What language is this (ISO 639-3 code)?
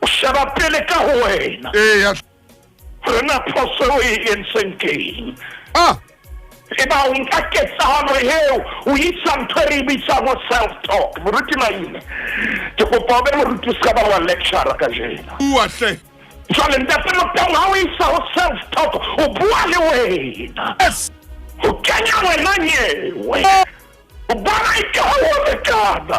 sot